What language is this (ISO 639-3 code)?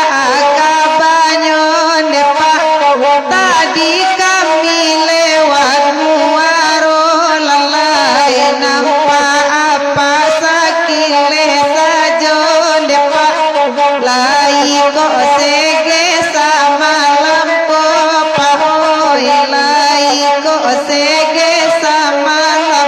min